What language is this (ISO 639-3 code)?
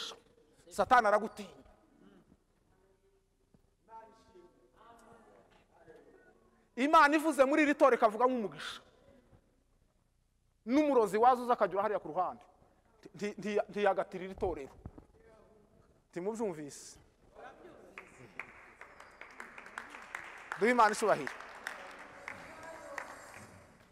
kin